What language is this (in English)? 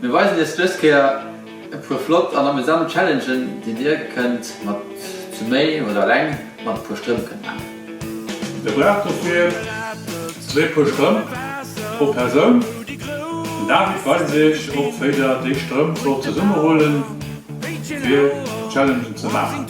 Luxembourgish